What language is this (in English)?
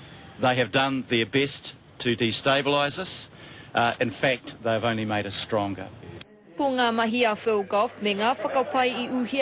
Māori